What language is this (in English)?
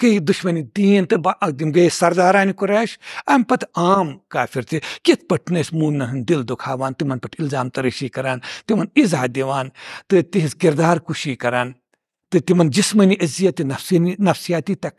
Kashmiri